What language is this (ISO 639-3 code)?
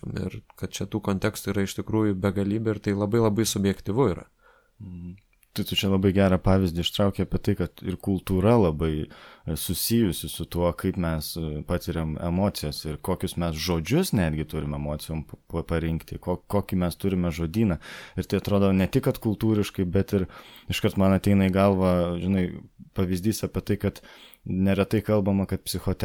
lit